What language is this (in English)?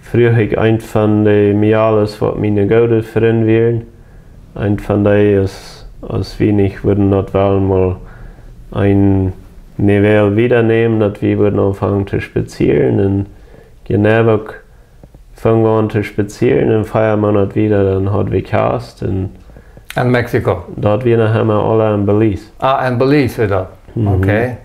Plautdietsch